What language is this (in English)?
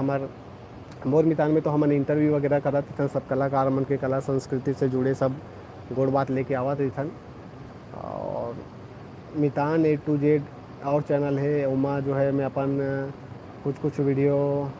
Chhattisgarhi